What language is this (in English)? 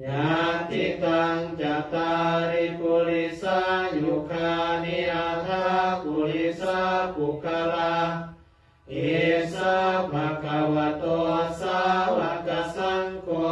Pali